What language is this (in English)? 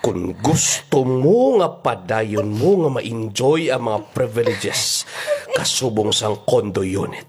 Hiligaynon